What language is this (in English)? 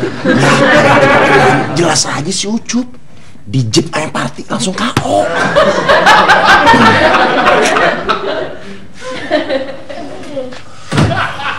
Indonesian